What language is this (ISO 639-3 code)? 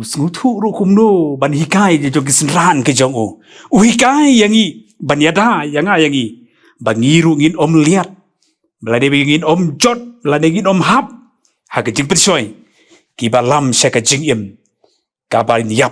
kha